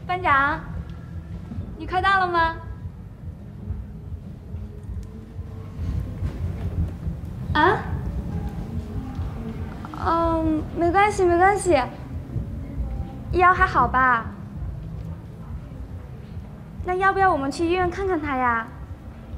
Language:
Chinese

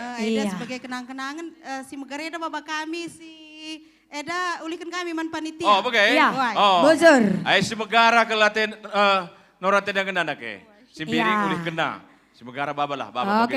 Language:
Batak Karo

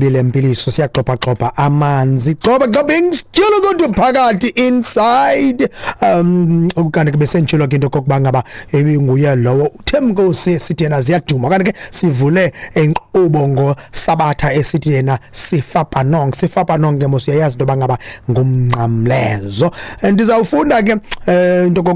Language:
Xhosa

